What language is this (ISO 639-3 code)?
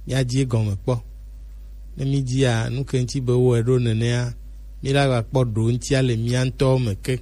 gej